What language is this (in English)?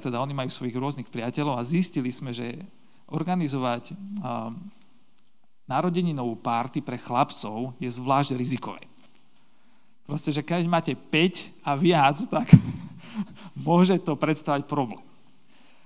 Slovak